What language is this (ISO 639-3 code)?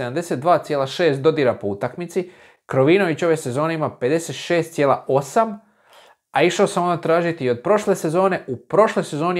hrv